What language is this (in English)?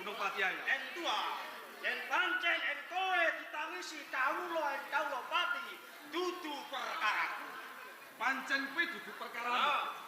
Javanese